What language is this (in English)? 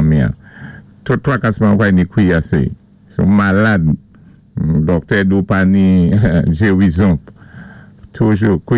Saint Lucian Creole French